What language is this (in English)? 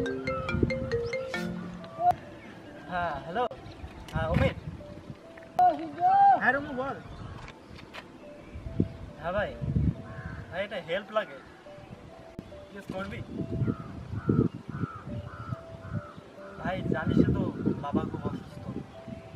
Bangla